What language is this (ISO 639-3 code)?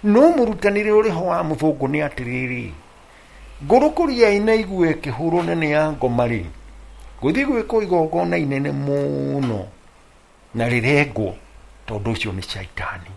kik